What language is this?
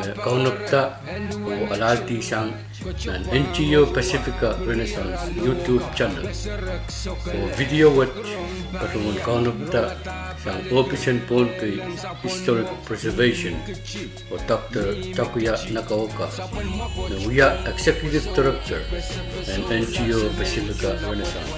Pohnpeian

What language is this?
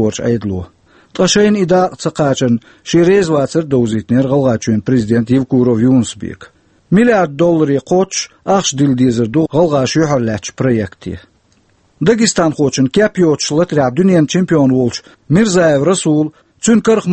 Chechen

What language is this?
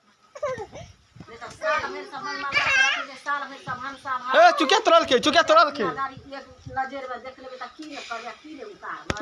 Maithili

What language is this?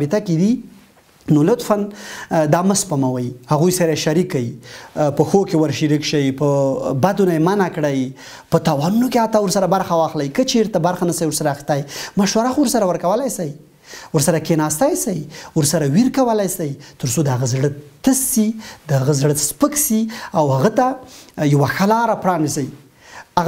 Pashto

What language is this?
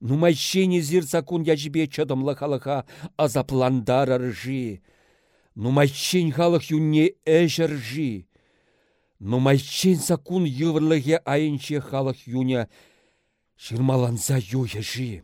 Chuvash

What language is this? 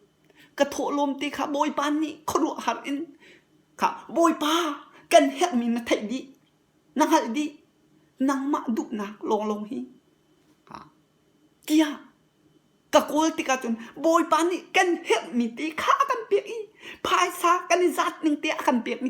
Hakha Chin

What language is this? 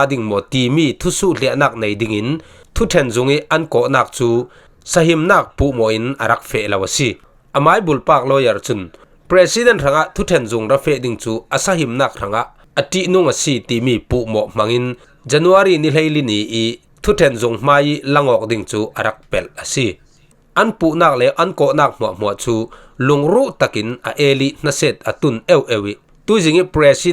Falam Chin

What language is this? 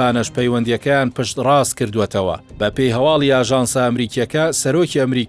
Central Kurdish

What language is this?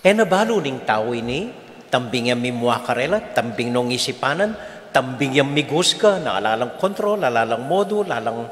Pampanga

